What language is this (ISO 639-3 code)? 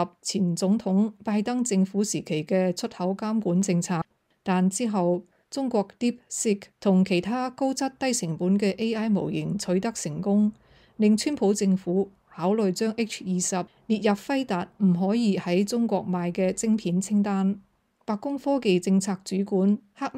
yue